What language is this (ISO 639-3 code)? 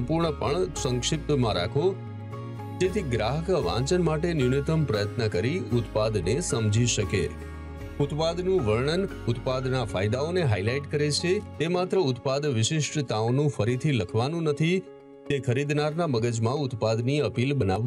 guj